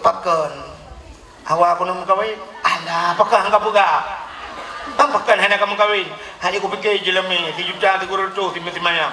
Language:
Achinese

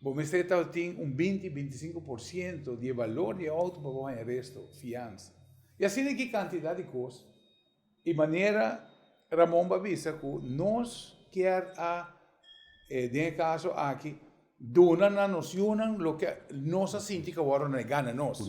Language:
Papiamento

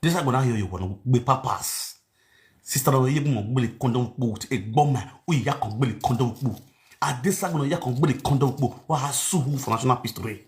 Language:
Nigerian Pidgin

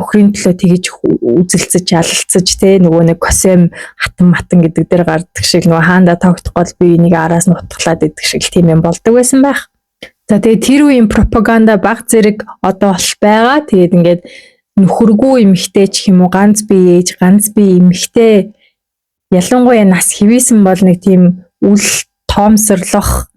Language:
Mongolian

